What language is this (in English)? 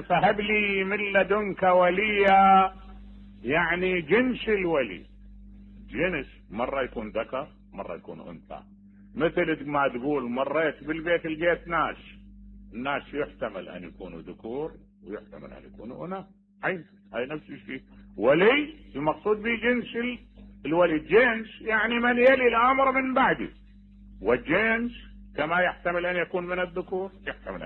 Mesopotamian Arabic